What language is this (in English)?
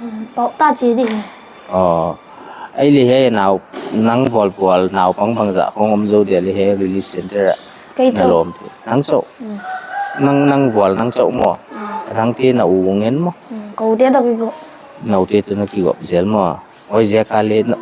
Paite Chin